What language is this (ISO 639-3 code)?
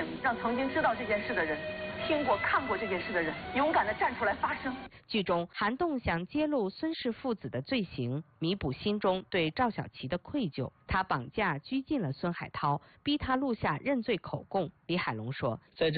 zho